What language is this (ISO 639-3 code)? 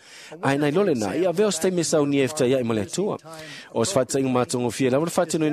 smo